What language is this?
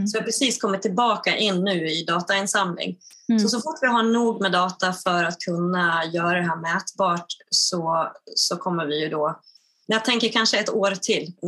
Swedish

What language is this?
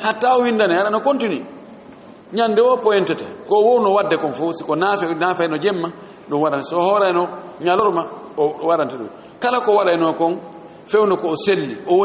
Fula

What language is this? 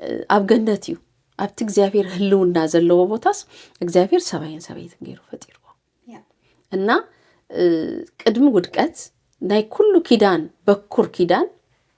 Tigrinya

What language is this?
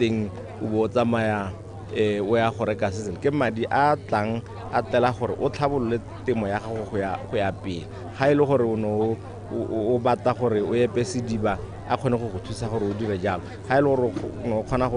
Tswana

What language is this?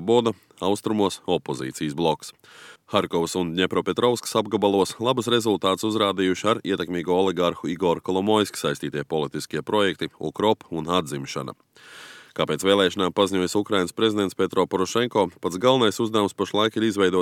Latvian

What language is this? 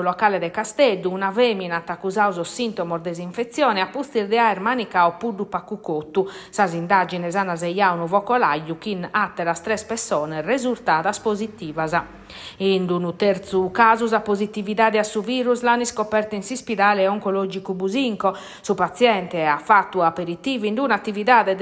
Sardinian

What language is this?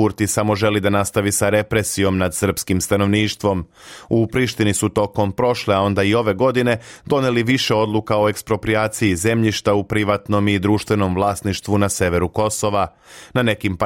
Serbian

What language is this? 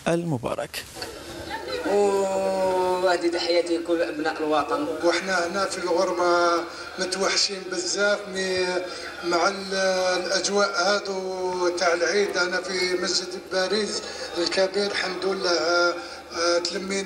Algerian Arabic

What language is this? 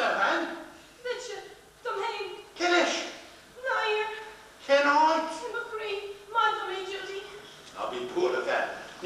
Irish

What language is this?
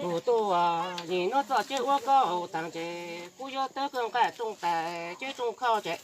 Hmong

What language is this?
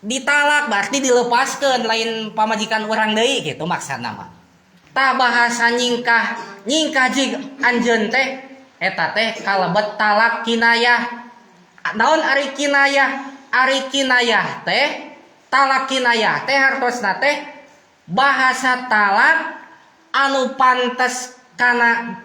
Sundanese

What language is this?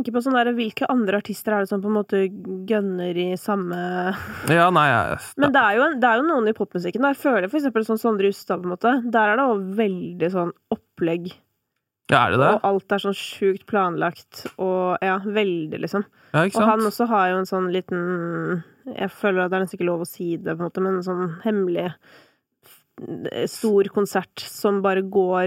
Norwegian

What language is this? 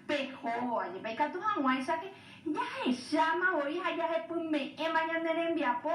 Guarani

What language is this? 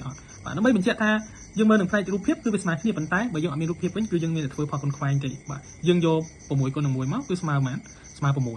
Khmer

